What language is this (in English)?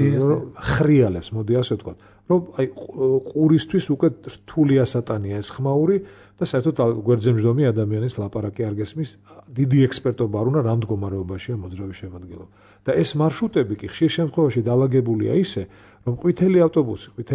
Georgian